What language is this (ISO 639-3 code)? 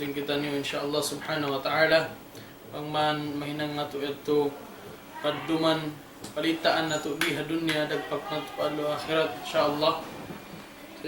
tsg